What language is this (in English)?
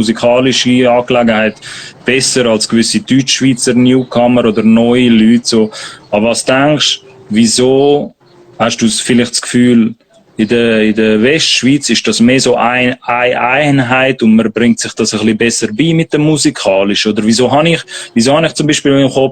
Swiss German